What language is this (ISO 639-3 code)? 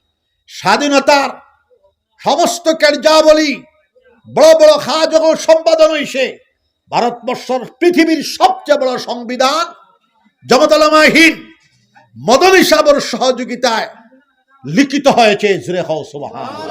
syl